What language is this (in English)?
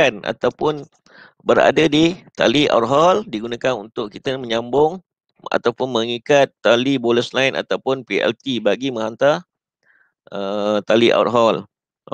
Malay